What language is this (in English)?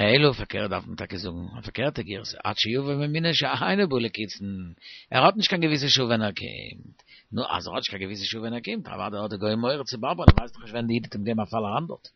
Yiddish